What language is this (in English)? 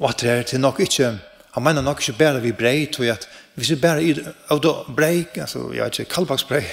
Faroese